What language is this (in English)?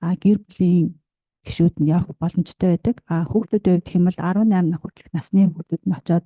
Mongolian